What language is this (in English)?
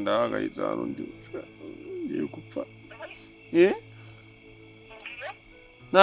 Kinyarwanda